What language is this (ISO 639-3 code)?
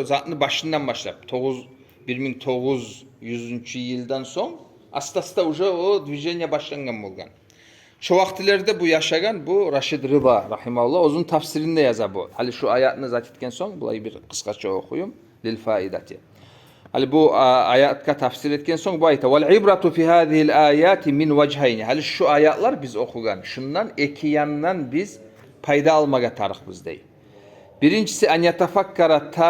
kum